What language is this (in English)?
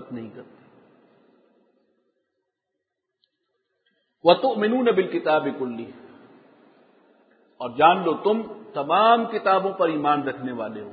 Urdu